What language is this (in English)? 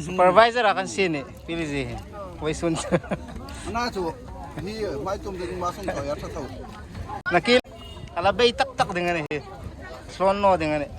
Hmar